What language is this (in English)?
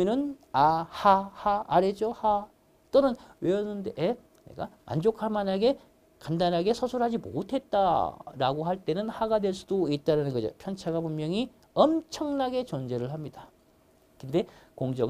Korean